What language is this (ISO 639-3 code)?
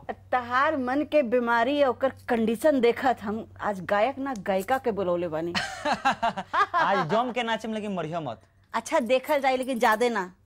bho